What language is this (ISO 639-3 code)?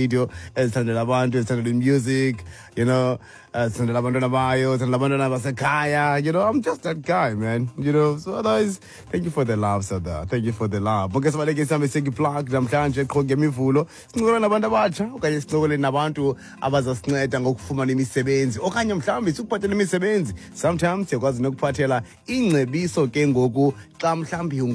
xho